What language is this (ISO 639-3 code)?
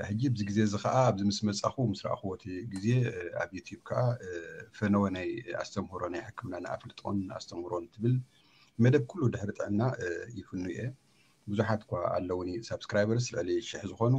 tir